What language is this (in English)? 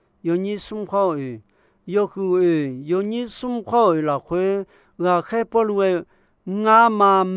Akha